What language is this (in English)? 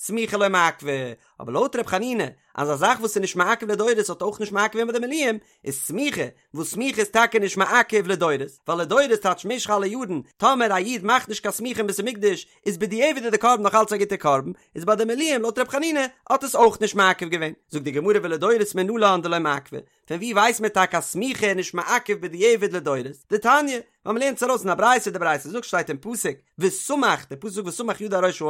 Yiddish